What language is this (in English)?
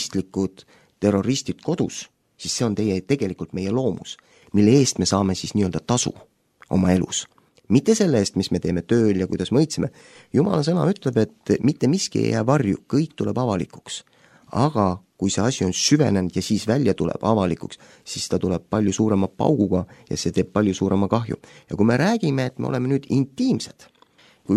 Estonian